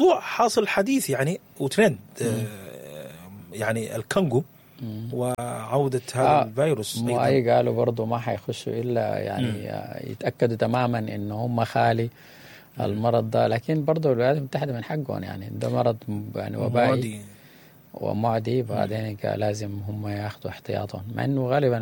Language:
Sudanese Arabic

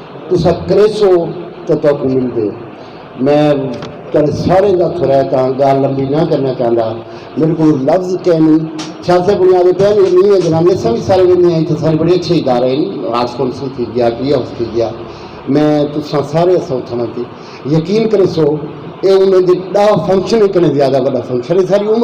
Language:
Saraiki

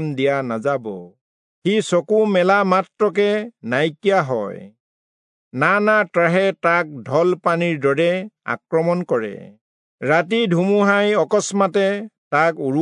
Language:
Assamese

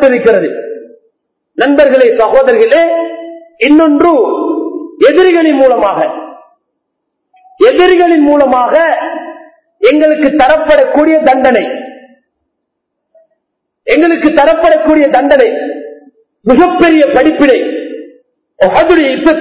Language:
Tamil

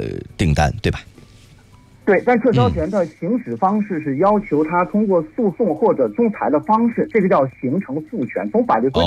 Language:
Chinese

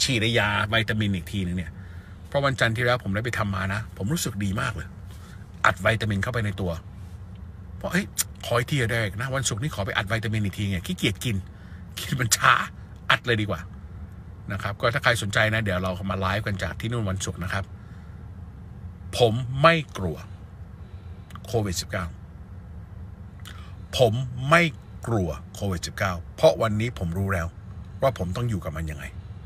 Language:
Thai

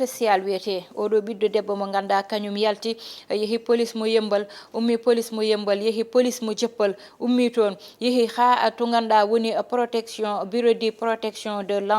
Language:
Fula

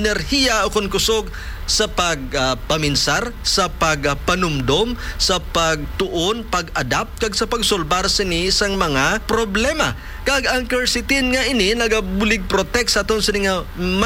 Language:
Hiligaynon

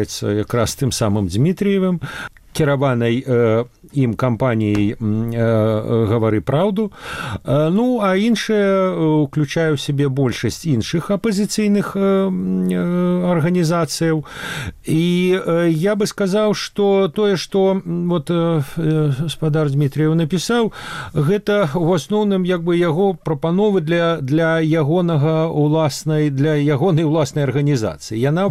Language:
Belarusian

